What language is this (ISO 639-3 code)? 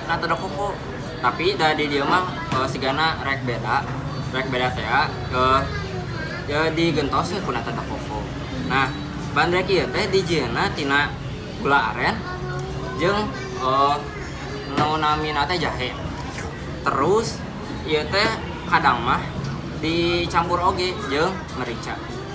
sun